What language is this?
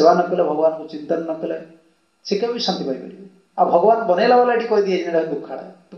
Odia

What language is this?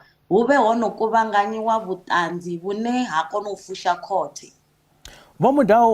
Venda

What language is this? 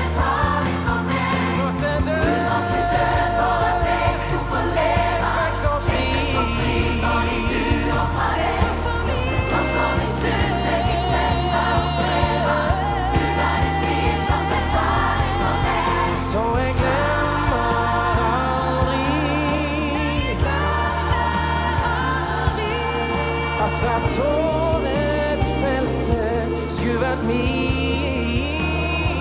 Norwegian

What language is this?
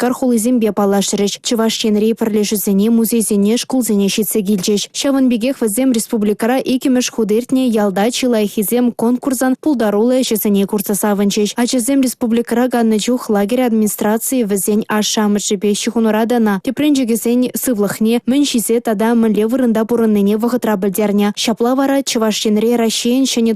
Chuvash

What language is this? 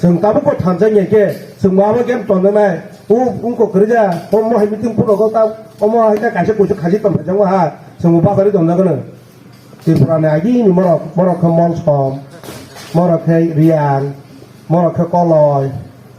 Kok Borok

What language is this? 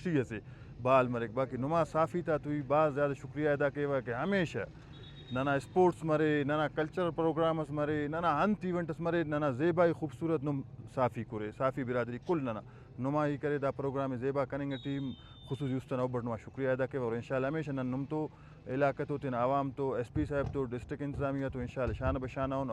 Brahui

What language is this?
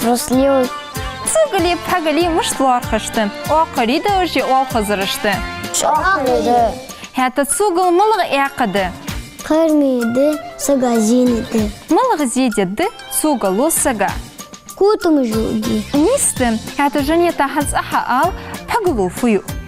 Ingush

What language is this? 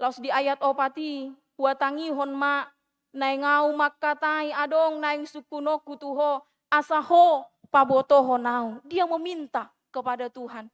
Batak Toba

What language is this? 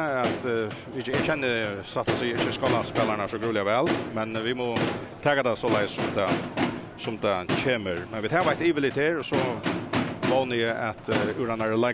Faroese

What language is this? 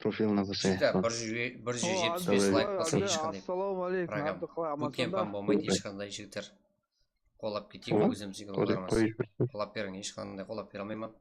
Kara-Kalpak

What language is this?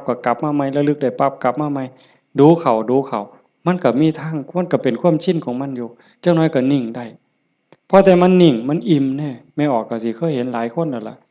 Northeastern Thai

